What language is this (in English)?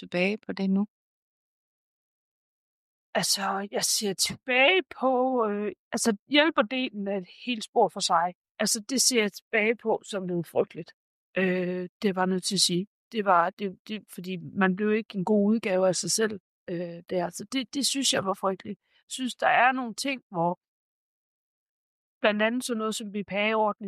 Danish